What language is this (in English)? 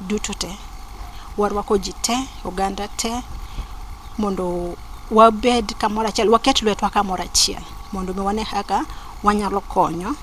Luo (Kenya and Tanzania)